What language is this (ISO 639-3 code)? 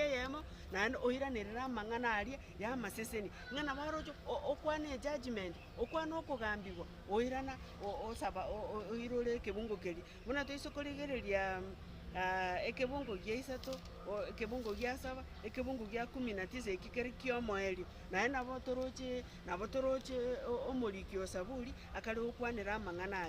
guz